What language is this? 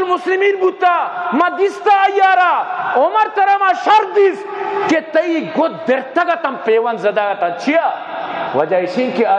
Eastern Balochi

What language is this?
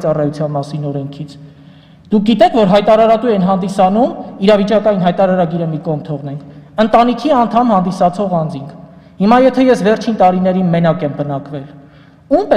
Armenian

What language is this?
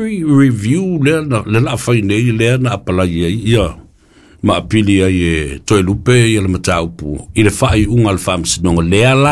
Samoan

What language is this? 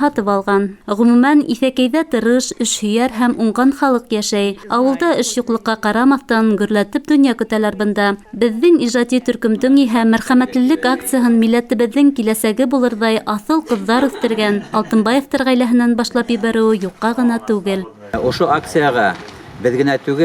Bashkir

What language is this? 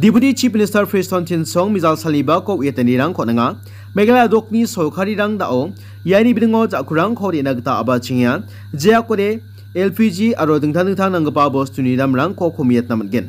Garo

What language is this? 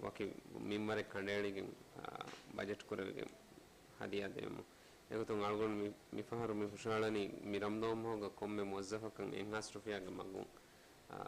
Divehi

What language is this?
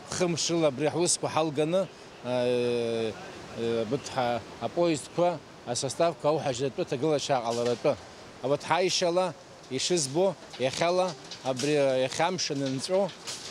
Abkhazian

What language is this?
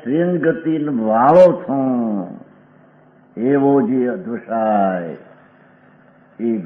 Gujarati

